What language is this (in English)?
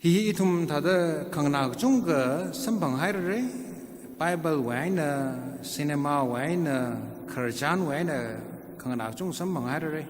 Tangkhul Naga (India)